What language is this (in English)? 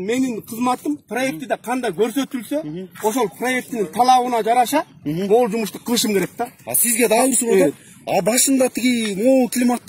Kyrgyz